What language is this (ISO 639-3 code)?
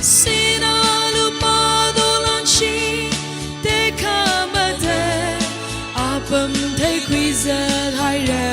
nmf